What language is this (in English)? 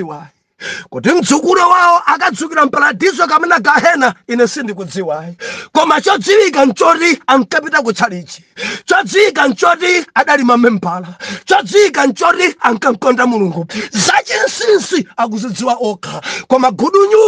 Nyanja